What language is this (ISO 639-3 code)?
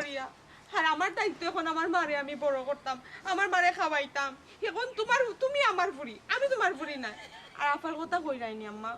syl